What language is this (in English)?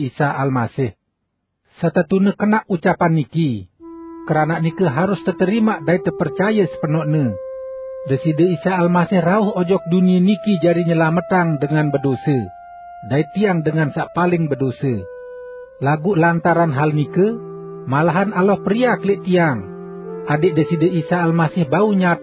Sasak